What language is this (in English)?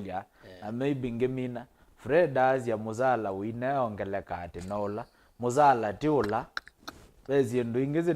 Kamba